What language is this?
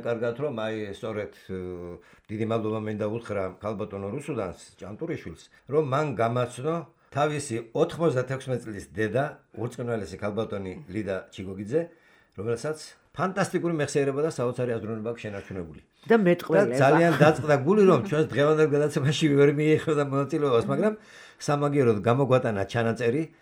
Georgian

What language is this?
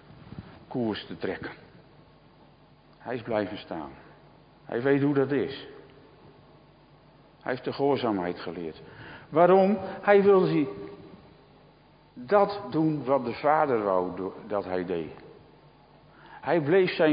Dutch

